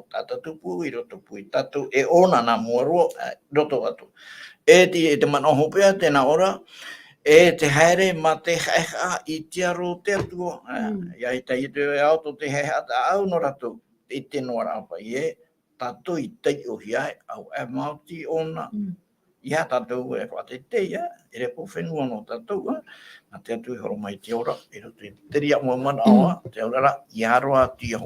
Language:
Tahitian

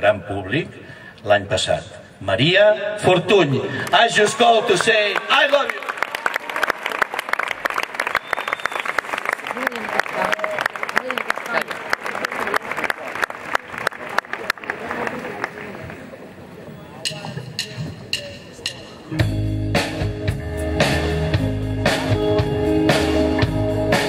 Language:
Catalan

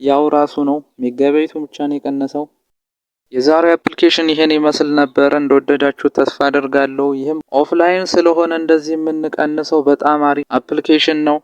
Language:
Amharic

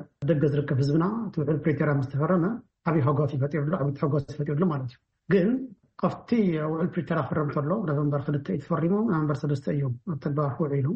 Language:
Tigrinya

